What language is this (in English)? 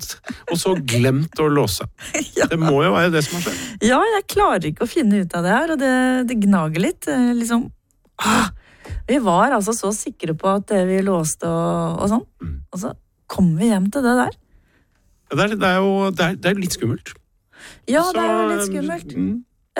Norwegian